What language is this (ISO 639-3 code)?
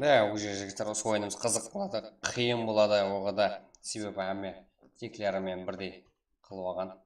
kaa